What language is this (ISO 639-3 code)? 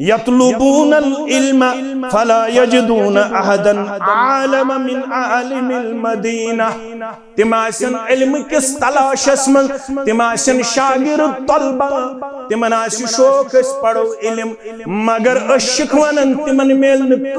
kas